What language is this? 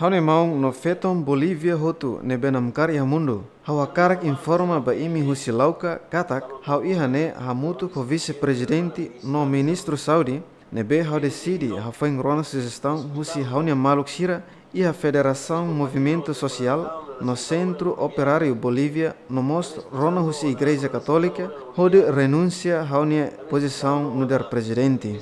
Tetum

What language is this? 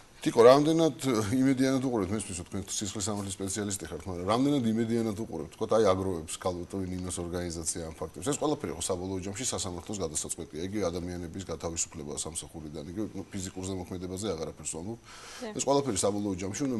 Georgian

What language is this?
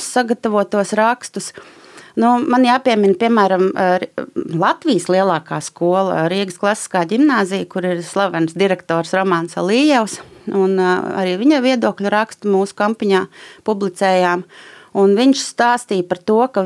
Latvian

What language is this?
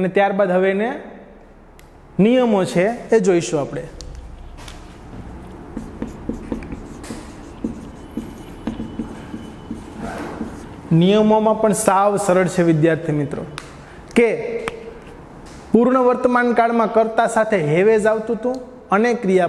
Gujarati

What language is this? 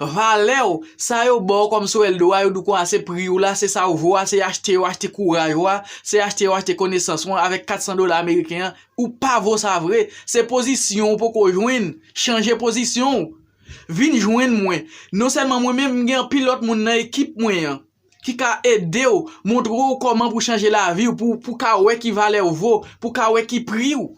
Haitian Creole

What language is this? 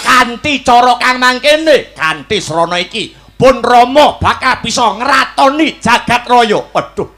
Javanese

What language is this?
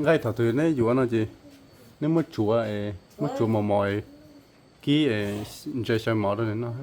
Hmong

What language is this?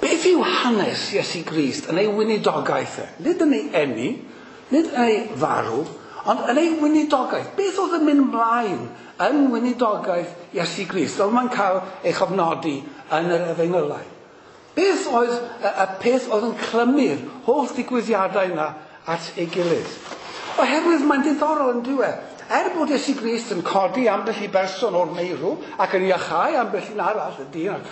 Welsh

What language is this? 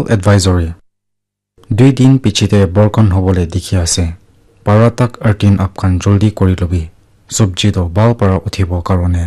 Naga Pidgin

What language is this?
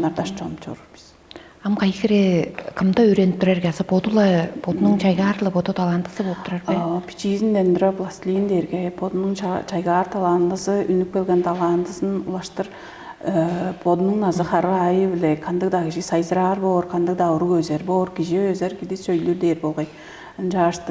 Tuvinian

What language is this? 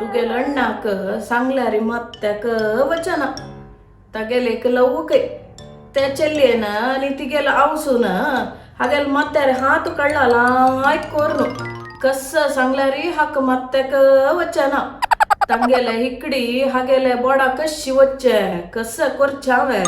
Konkani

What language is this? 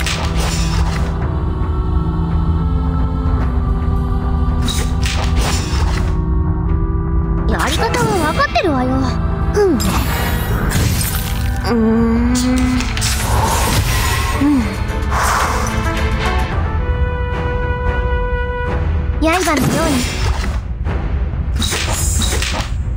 Japanese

